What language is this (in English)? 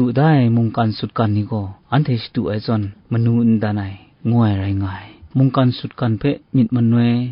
Kachin